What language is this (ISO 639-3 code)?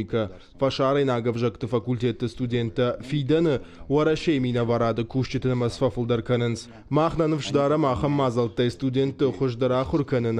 oss